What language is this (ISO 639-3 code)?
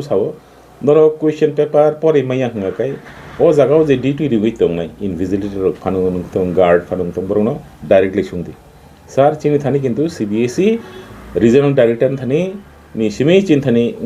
trp